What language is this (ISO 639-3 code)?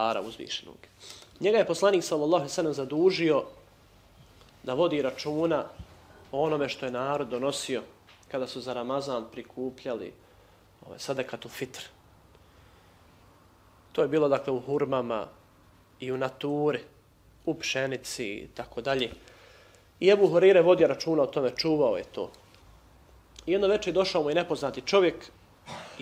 bos